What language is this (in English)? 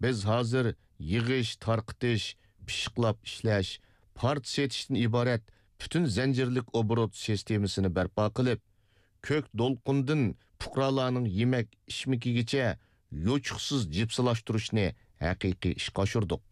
Uyghur